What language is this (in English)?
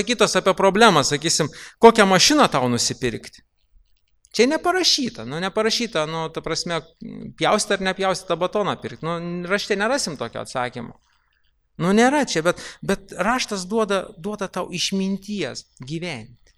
Lithuanian